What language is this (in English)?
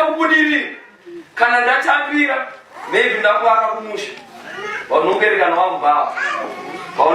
Shona